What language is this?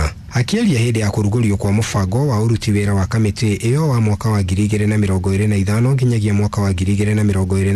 Kikuyu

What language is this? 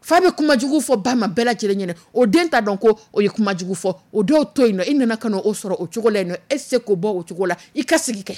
Dyula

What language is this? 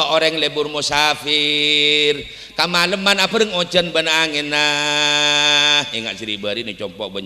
Madurese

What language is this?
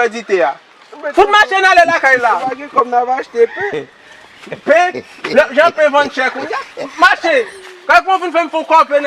Haitian Creole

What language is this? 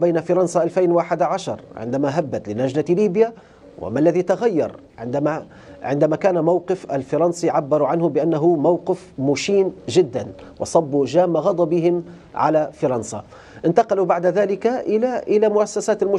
Arabic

